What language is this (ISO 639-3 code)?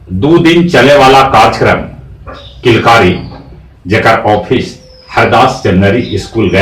mag